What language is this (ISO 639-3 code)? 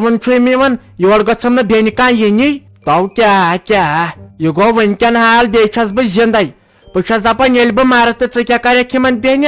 kas